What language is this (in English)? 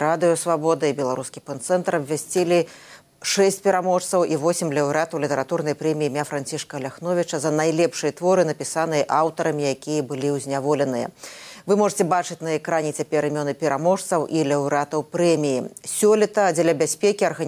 Belarusian